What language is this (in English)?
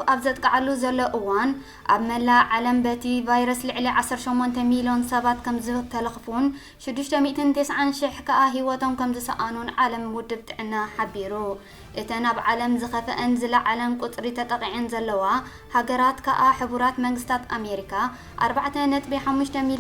Tigrinya